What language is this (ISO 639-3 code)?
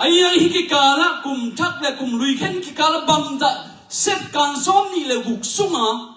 ctd